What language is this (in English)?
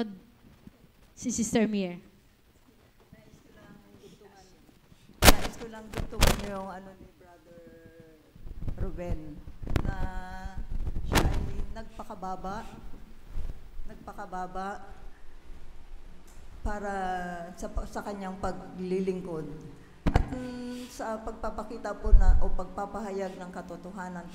Filipino